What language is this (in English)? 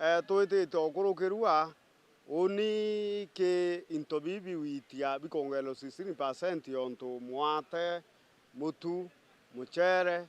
Meru